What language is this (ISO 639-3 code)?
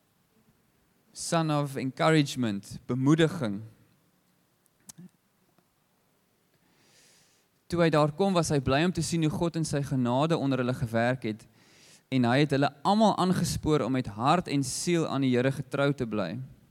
afr